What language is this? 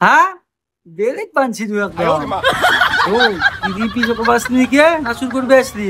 Assamese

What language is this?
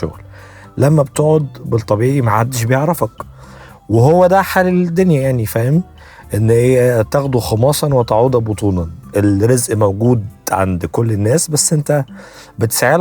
Egyptian Arabic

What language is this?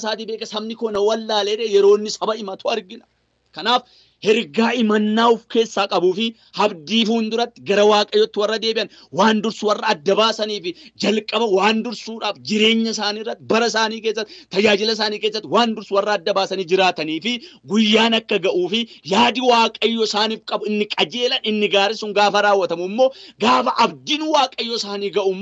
Oromo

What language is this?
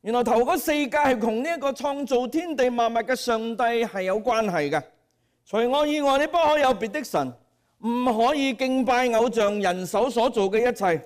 Cantonese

